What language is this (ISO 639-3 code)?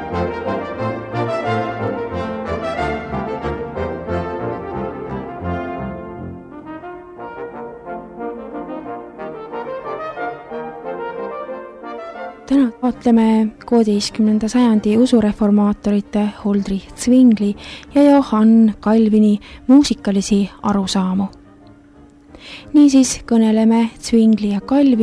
est